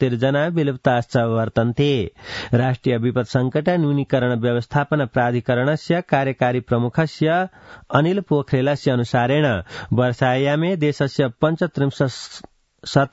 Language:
Sanskrit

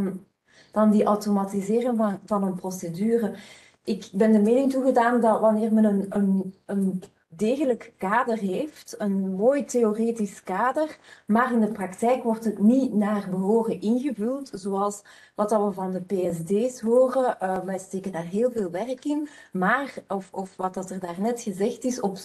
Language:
Dutch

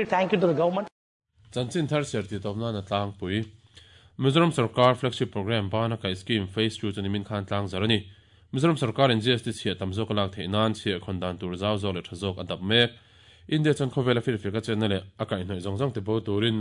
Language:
Mizo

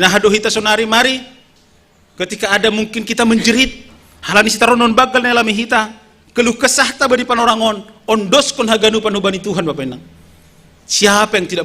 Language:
Batak Simalungun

